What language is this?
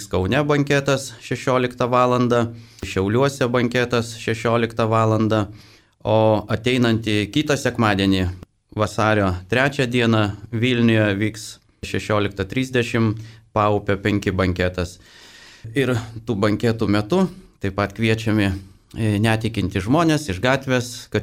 Lithuanian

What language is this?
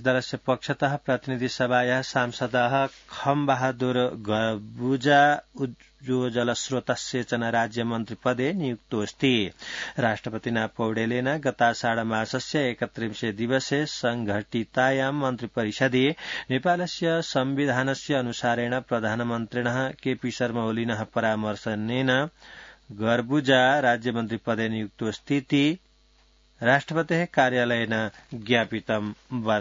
Sanskrit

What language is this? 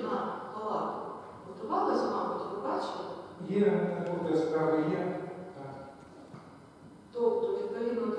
Ukrainian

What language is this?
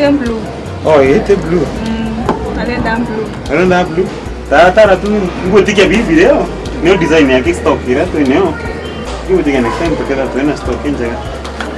Meru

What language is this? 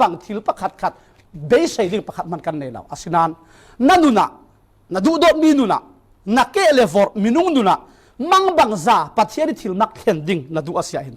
Falam Chin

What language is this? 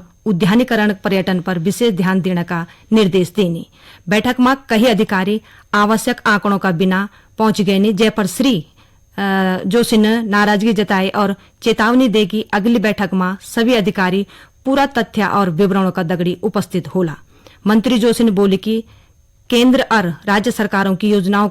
Garhwali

